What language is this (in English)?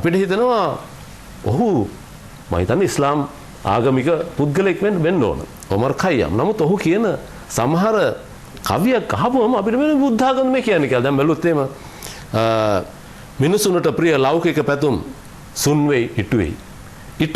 Sinhala